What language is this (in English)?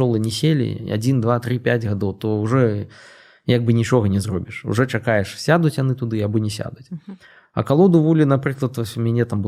Belarusian